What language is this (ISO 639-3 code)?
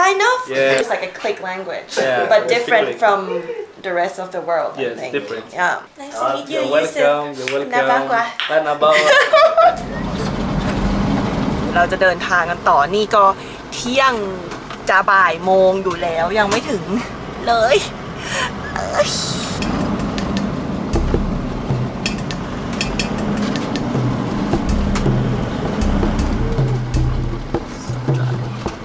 tha